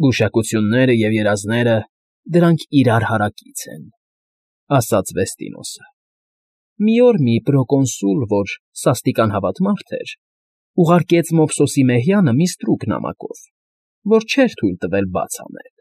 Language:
Armenian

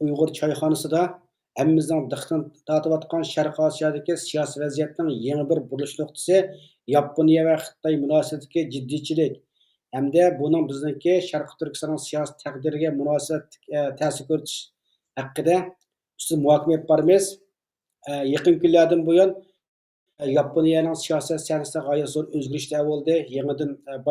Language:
Uyghur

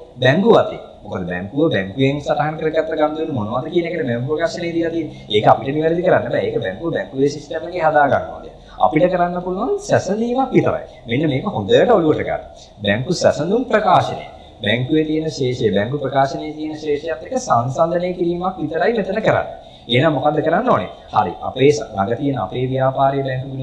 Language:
Sinhala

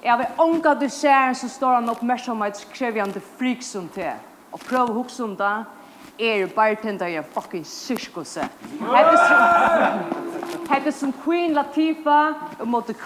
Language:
Faroese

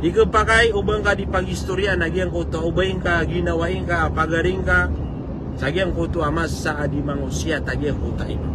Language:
Maranao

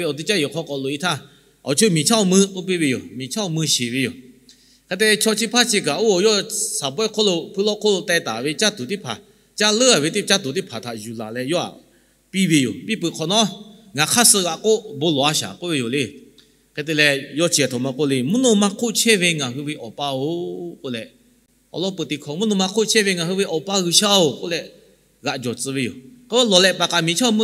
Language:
Lahu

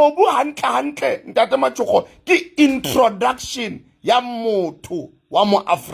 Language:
Southern Sotho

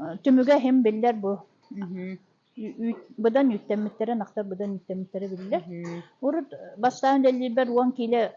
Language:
Yakut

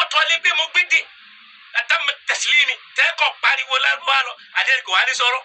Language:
Yoruba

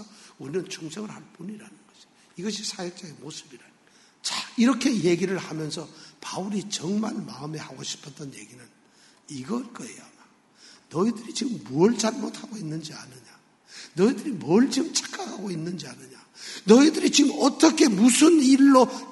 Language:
Korean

